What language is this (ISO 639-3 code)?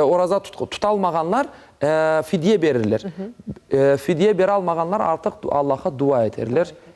crh